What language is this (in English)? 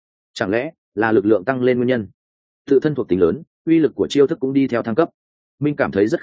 Vietnamese